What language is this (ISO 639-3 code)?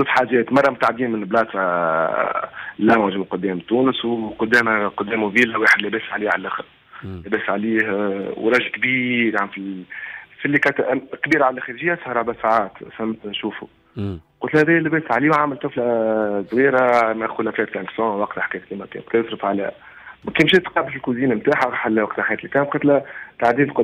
aeb